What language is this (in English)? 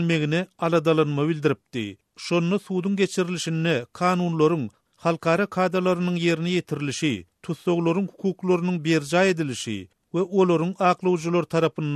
Turkmen